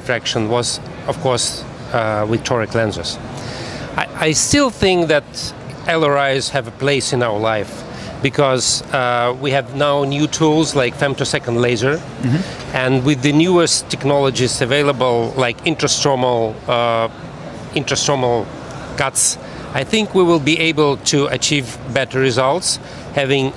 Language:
English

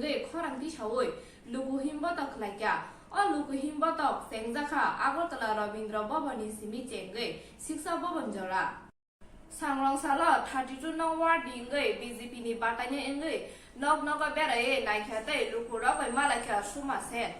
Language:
Kok Borok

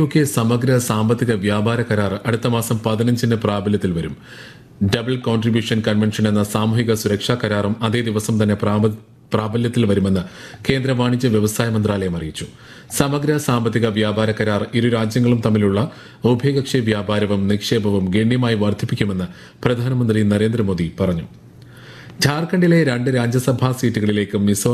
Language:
Malayalam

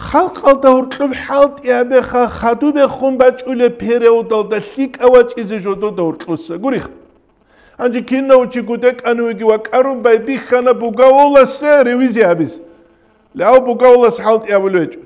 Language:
Avaric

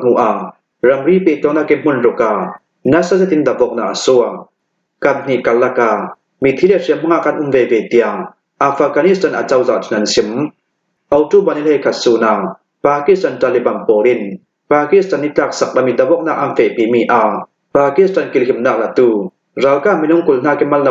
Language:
Hakha Chin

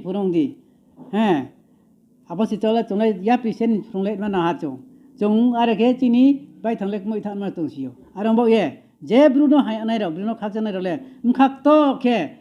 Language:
Riang (India)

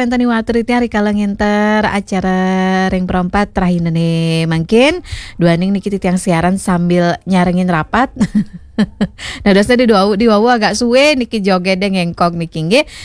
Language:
Balinese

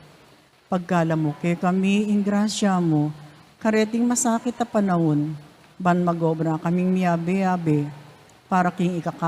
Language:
Pampanga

